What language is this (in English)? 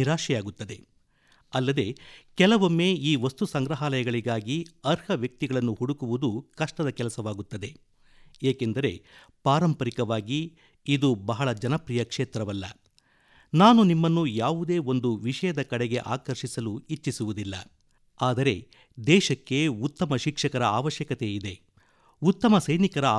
Kannada